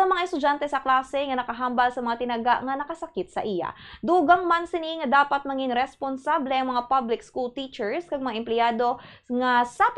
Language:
Hiligaynon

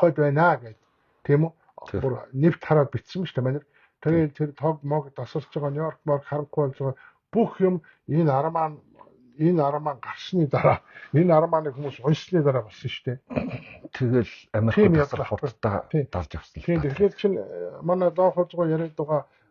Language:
Mongolian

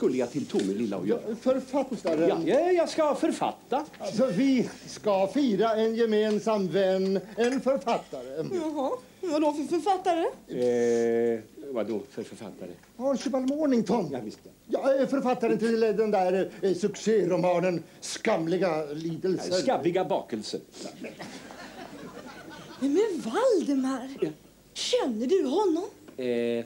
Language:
Swedish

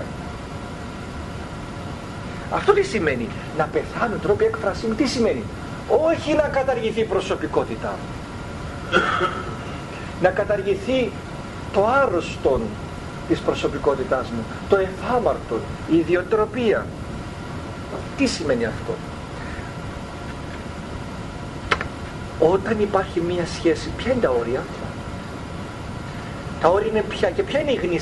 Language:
Greek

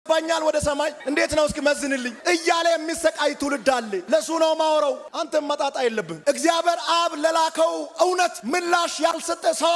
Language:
Amharic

